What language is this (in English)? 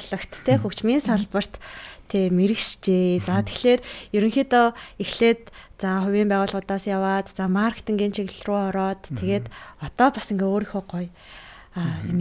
Mongolian